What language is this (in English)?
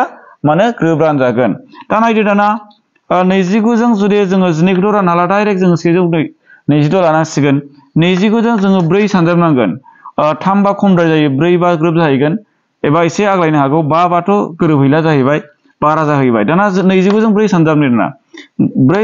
Bodo